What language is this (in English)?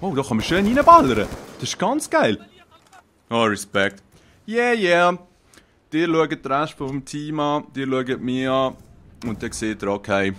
Swiss German